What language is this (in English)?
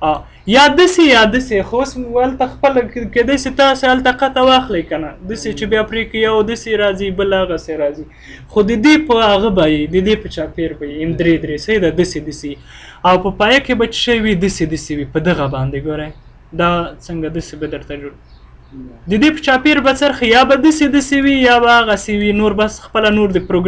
Pashto